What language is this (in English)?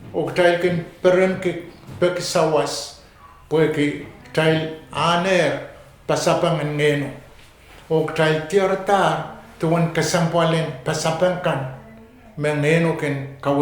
Pohnpeian